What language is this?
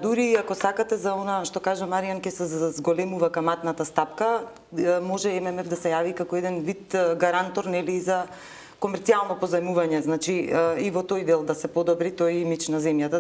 Macedonian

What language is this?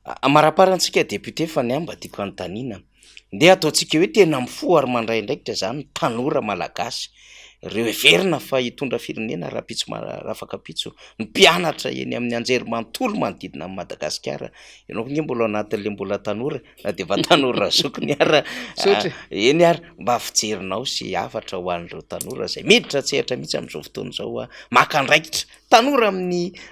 Malagasy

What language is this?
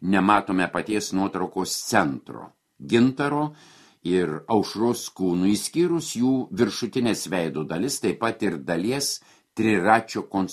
Lithuanian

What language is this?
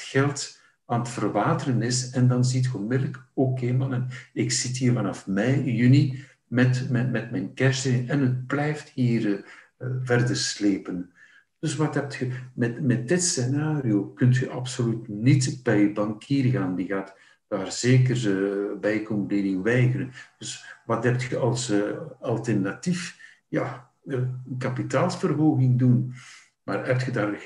Dutch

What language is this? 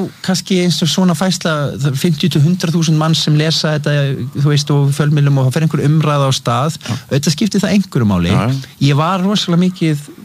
Icelandic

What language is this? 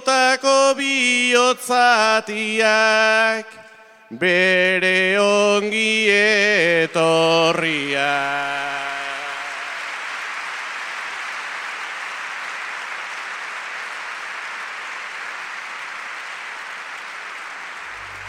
Basque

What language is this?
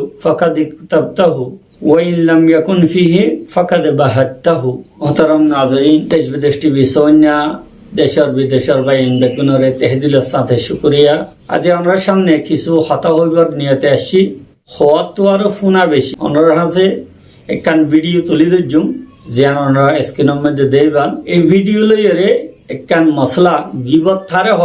Rohingya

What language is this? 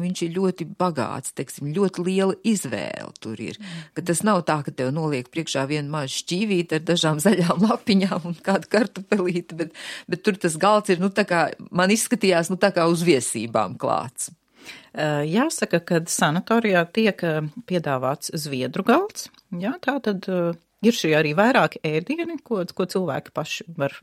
Latvian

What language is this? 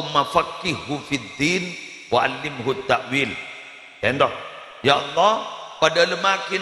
Madurese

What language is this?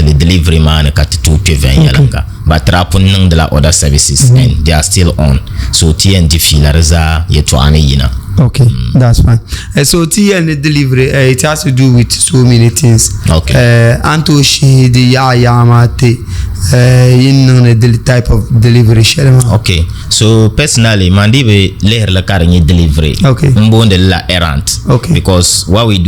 Dagbani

